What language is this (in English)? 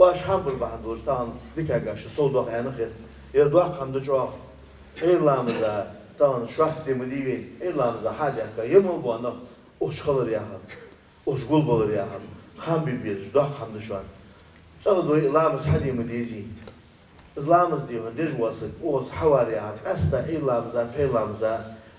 Ingush